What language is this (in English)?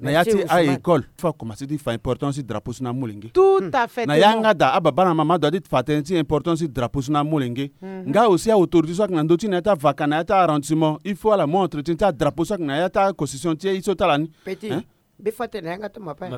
Sango